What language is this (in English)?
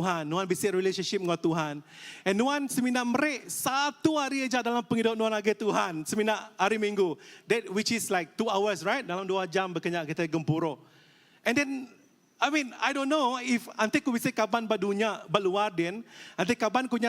Iban